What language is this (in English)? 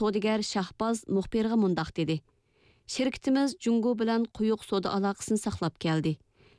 Uyghur